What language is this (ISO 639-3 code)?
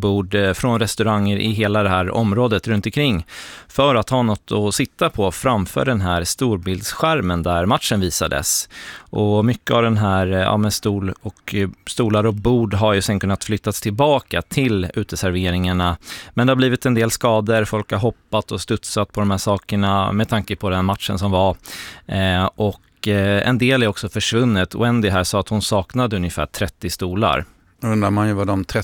swe